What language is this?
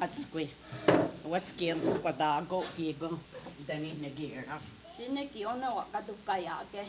Mohawk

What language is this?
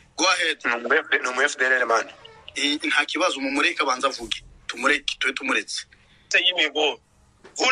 Kinyarwanda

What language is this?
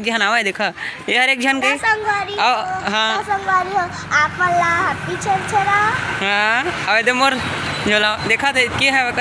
Chhattisgarhi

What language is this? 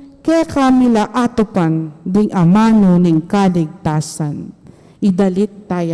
Pampanga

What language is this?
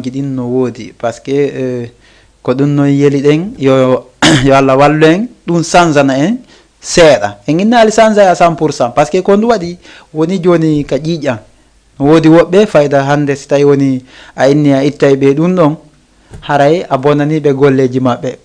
Fula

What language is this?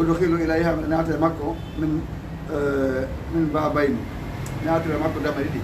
Fula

